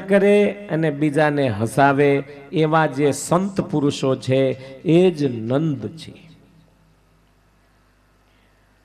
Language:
Gujarati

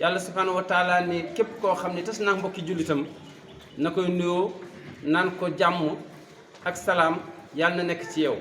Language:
Wolof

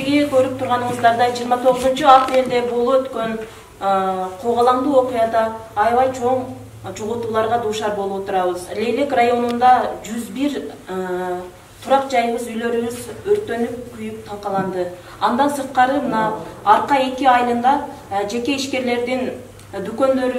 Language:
Kyrgyz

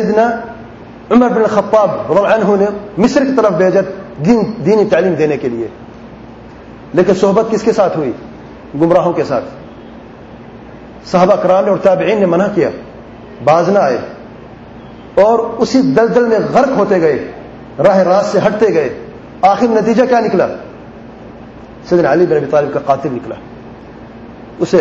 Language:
Urdu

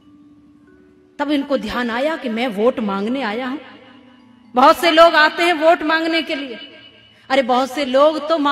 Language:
Hindi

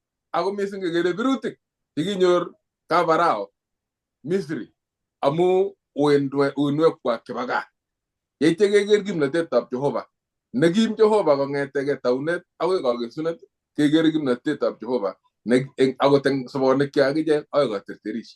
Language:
Kalenjin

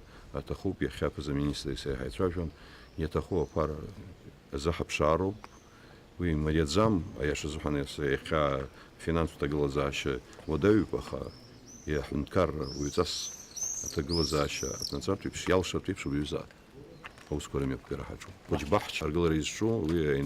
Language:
Abkhazian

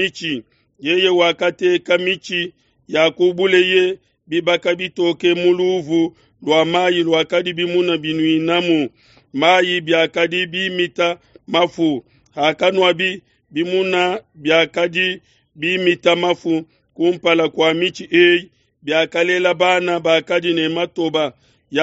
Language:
Luba-Lulua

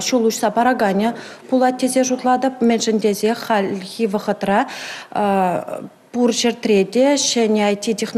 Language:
Chuvash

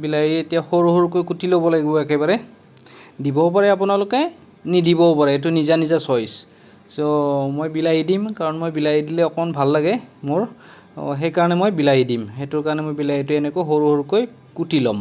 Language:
Assamese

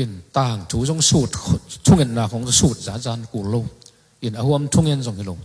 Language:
Tedim Chin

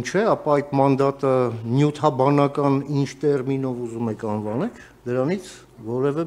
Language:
Armenian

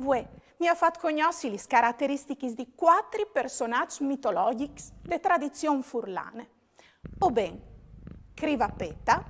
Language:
Friulian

